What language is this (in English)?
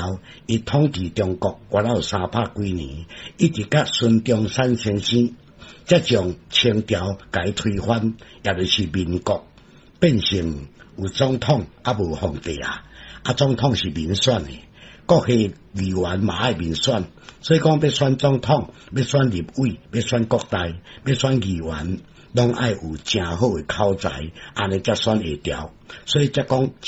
Min Nan Chinese